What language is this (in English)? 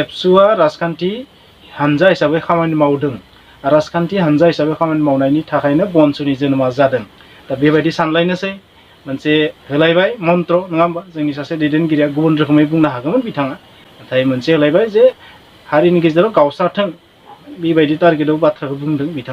Bodo